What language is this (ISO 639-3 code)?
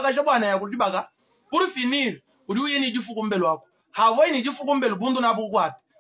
lua